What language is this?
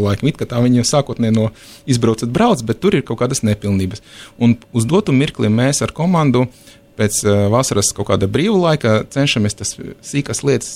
Latvian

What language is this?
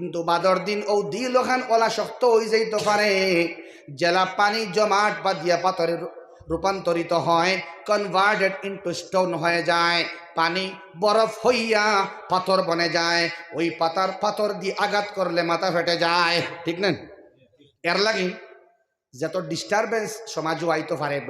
Sylheti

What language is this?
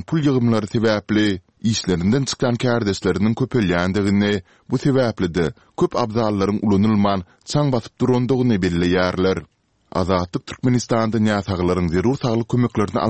Turkmen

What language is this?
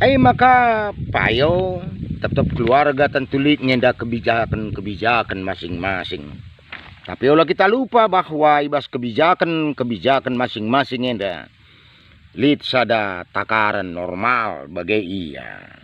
Batak Karo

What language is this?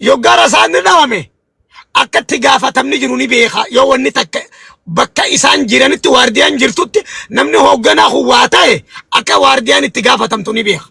Oromo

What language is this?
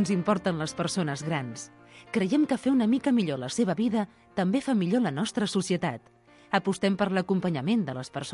Catalan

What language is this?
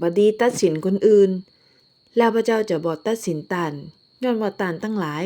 Northern Thai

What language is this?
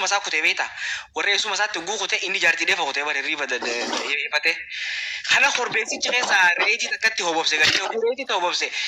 Oromo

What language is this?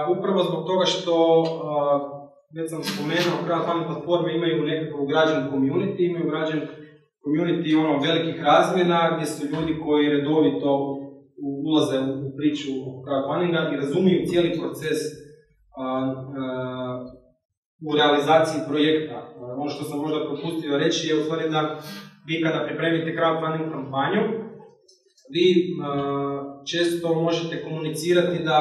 Croatian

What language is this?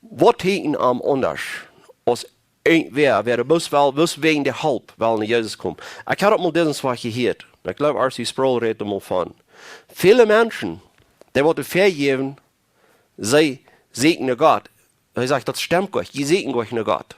Plautdietsch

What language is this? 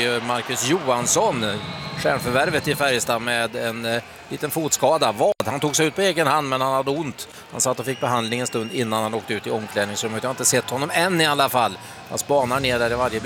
Swedish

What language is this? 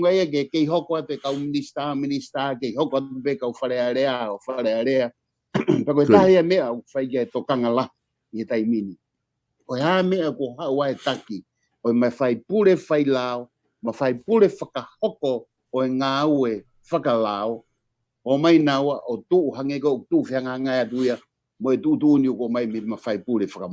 Tongan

